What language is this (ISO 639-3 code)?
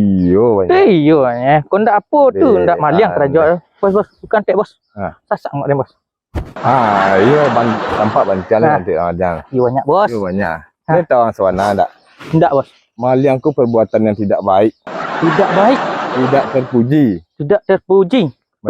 min